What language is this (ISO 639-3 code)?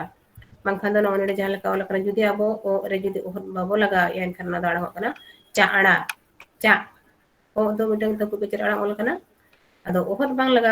sat